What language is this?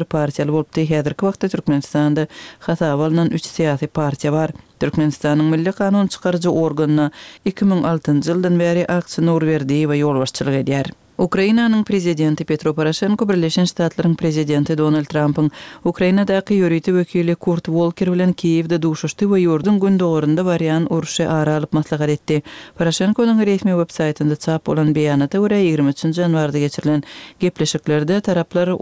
Kyrgyz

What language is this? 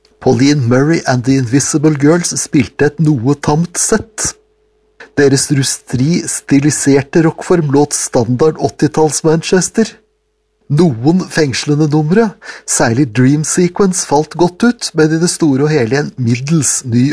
Norwegian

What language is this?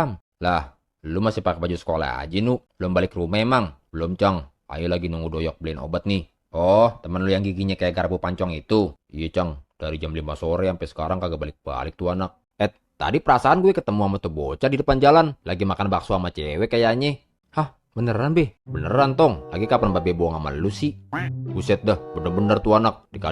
Betawi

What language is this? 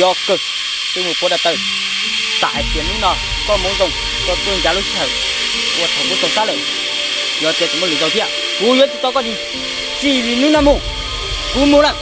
Hmong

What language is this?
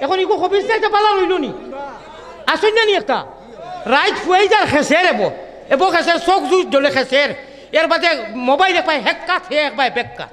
Sylheti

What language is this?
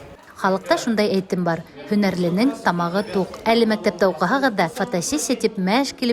Bashkir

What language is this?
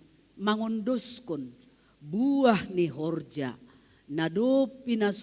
Batak Simalungun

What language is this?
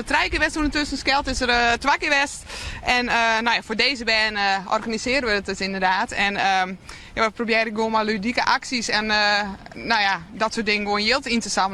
Western Frisian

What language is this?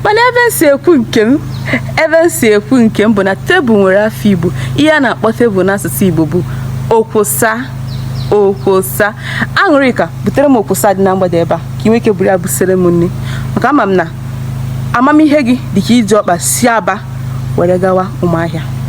Igbo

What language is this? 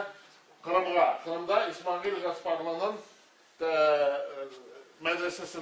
Tatar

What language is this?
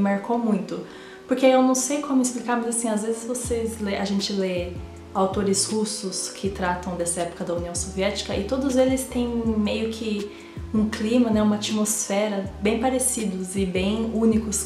Portuguese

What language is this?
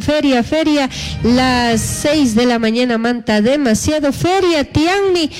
Chimborazo Highland Quichua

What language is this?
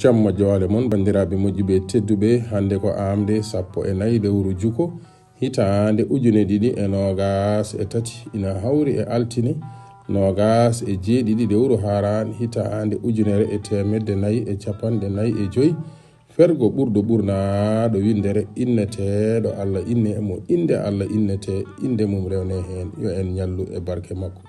Fula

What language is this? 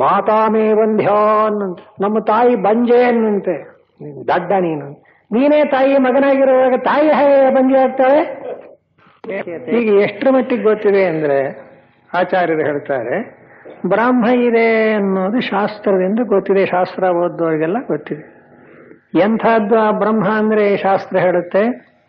Kannada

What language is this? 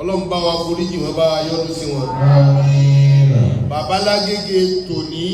Yoruba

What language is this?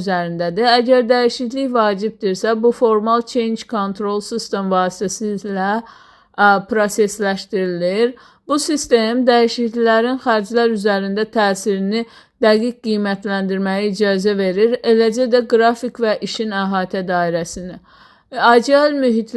Azerbaijani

